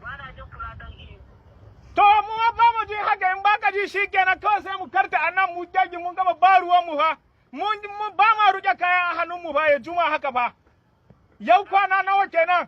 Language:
Hausa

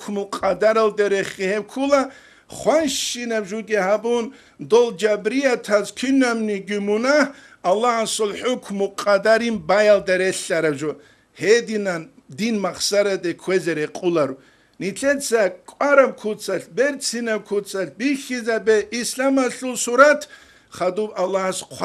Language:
Avaric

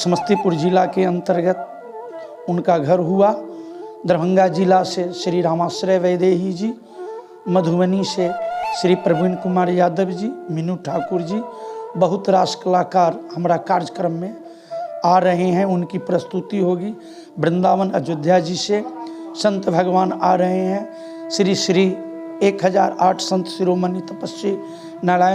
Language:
Maithili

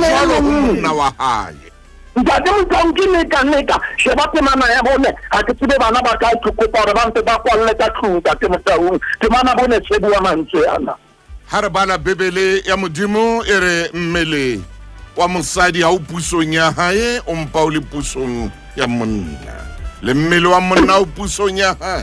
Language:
Southern Sotho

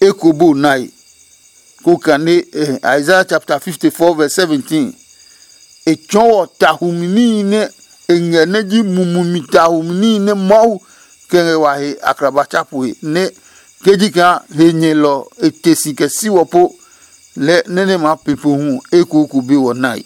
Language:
Adangme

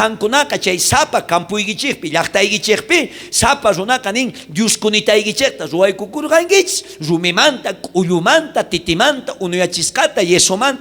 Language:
South Bolivian Quechua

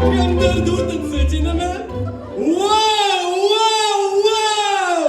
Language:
Bashkir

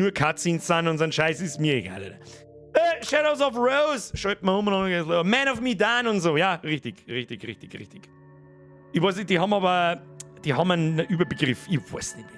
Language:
Bavarian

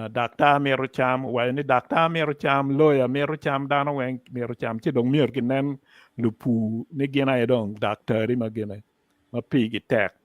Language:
Acoli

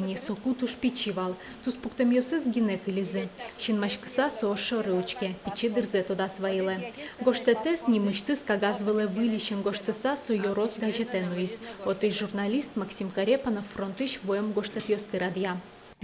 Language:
Udmurt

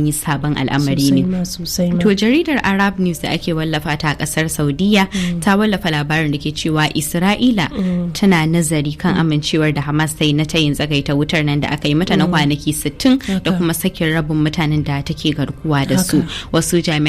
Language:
Hausa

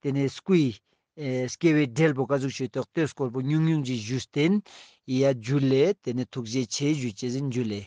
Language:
Ladakhi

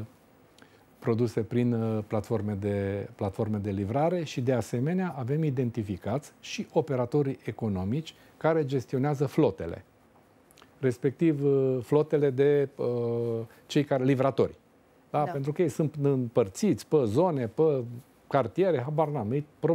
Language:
Romanian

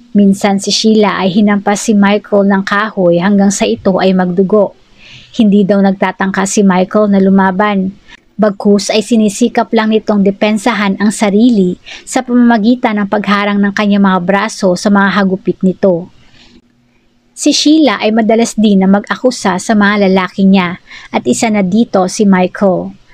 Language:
Filipino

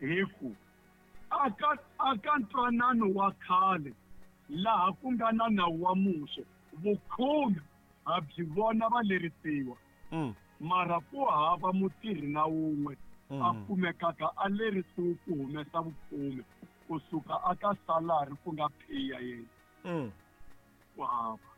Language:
Tsonga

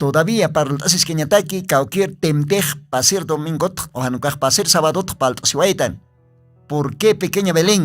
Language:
Aymara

